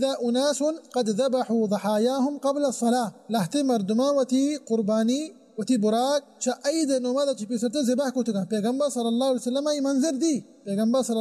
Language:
Baluchi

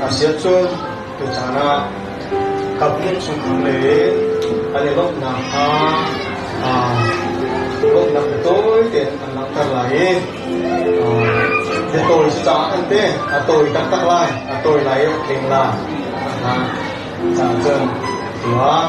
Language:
Hakha Chin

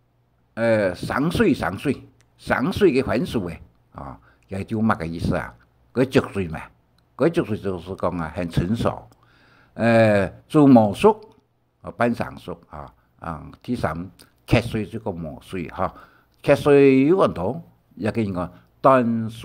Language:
Hakka Chinese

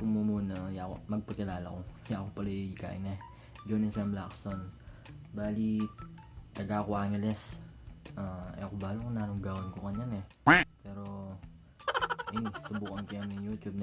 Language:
Pampanga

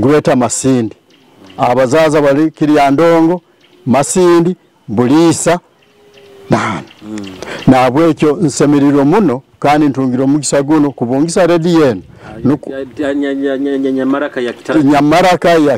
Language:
Nyoro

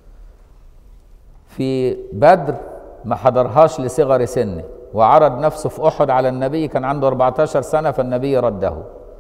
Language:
Egyptian Arabic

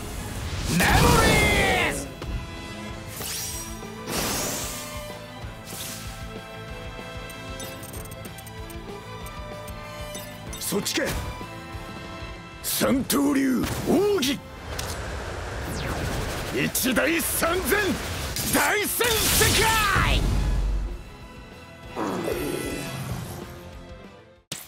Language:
Japanese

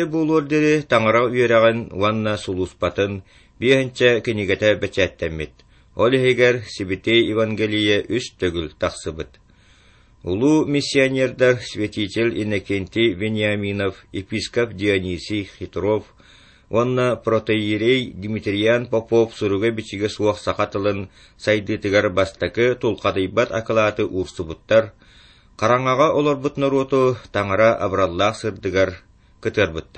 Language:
Yakut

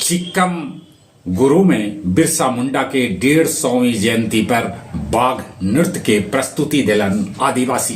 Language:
Magahi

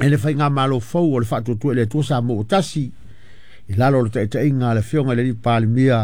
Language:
Samoan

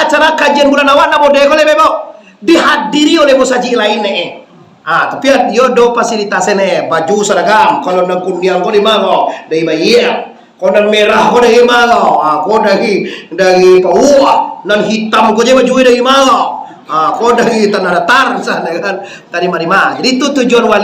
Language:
Minangkabau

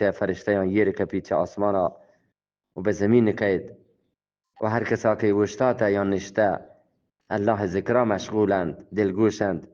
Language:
Eastern Balochi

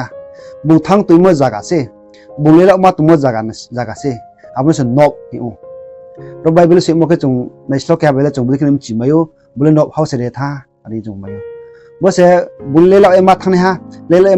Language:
Riang (India)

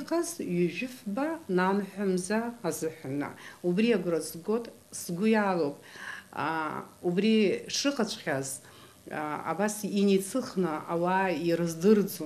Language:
Abkhazian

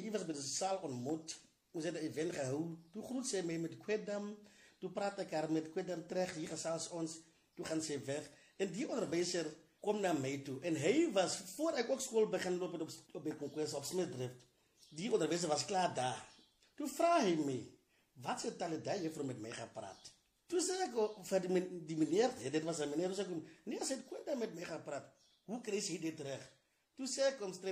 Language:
Afrikaans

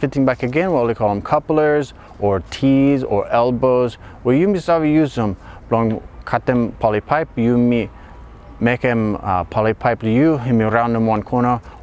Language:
Bislama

